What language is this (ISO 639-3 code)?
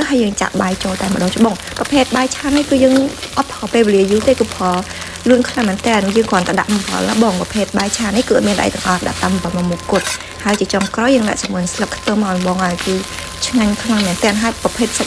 khm